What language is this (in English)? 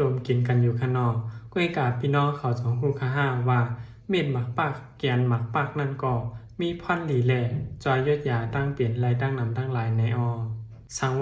Shan